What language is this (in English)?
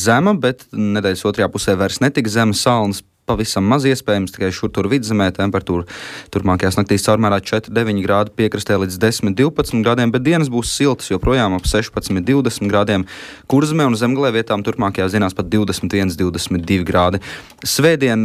Latvian